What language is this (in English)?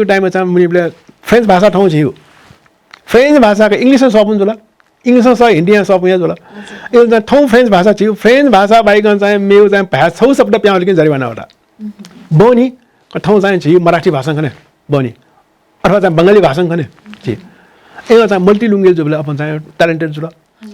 Newari